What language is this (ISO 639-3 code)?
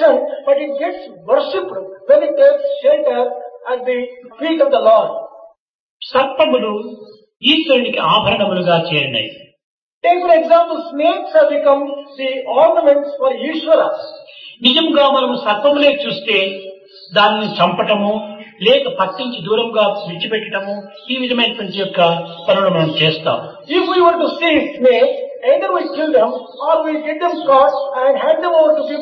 tel